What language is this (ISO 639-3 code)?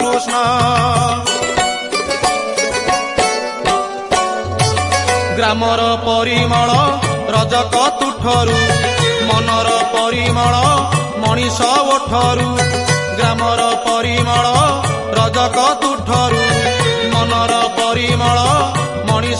ori